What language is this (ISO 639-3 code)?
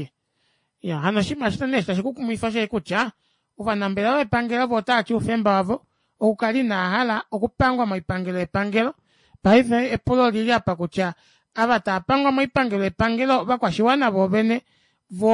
kua